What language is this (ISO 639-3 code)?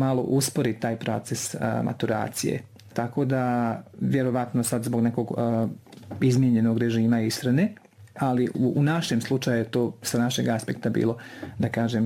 bos